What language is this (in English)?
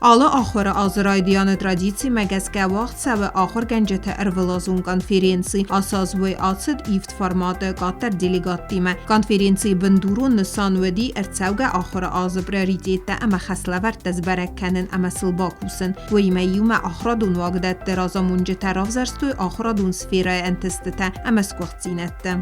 Ossetic